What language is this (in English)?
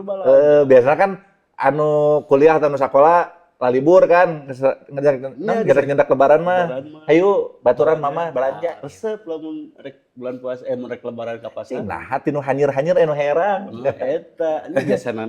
Sundanese